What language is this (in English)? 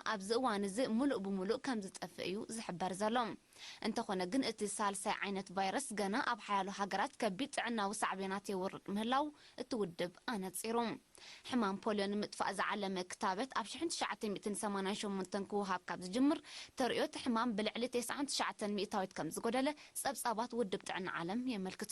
Tigrinya